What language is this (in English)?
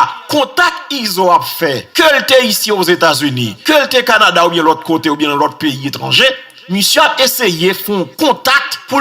Haitian Creole